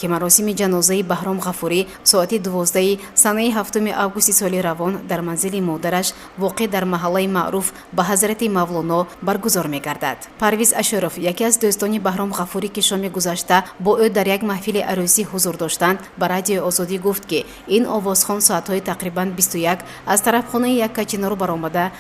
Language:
Tajik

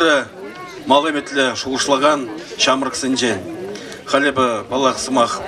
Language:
Chuvash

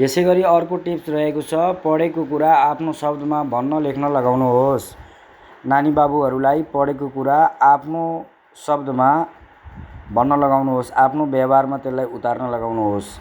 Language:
Nepali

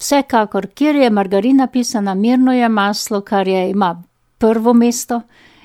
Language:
Slovenian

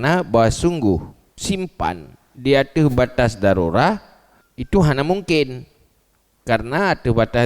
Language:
Achinese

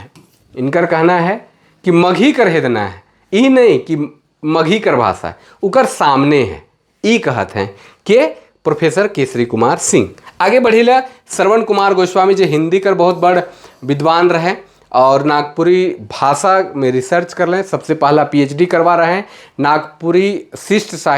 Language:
Sadri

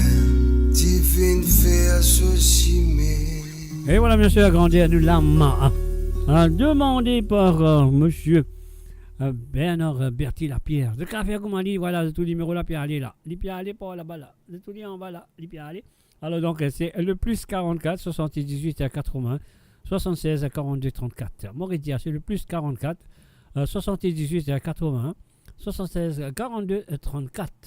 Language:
Morisyen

